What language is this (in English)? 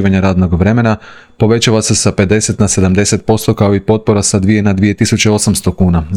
Croatian